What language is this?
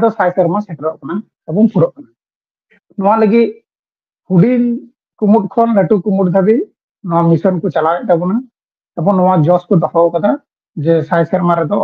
Santali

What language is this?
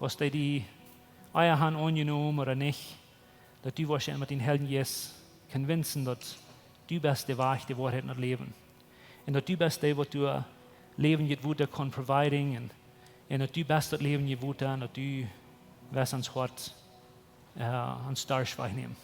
Plautdietsch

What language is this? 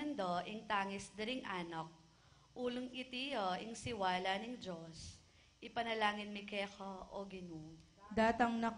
Pampanga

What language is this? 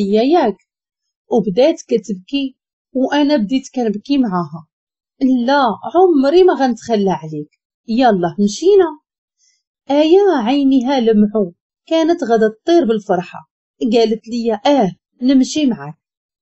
Moroccan Arabic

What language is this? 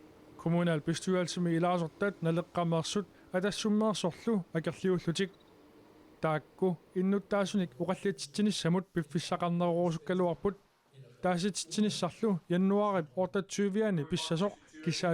Kalaallisut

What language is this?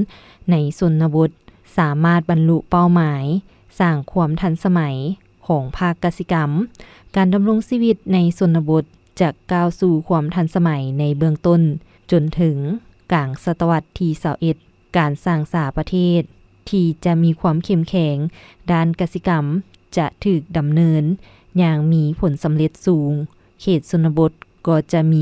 Lao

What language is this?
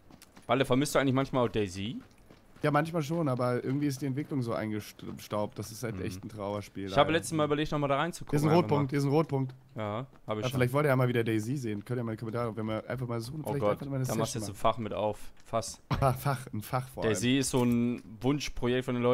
German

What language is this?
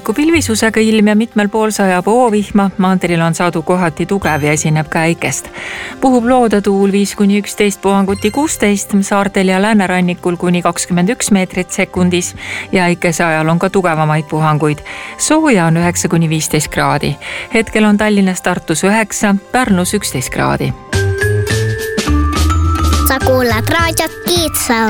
Estonian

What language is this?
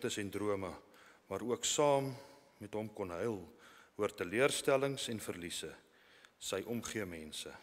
Afrikaans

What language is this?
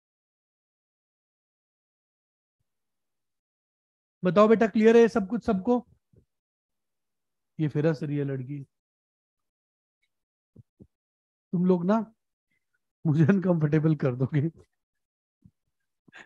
Hindi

